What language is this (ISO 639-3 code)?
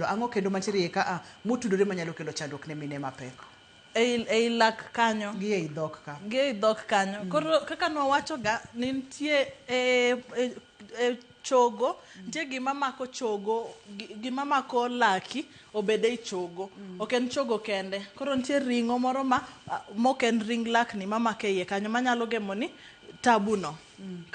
luo